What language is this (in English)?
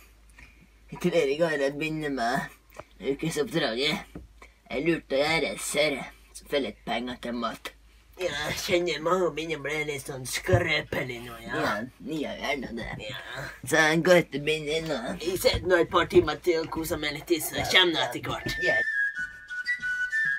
Norwegian